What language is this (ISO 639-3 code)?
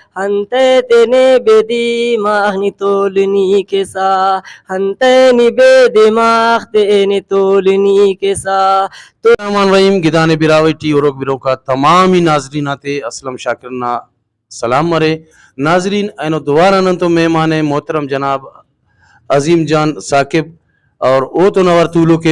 brh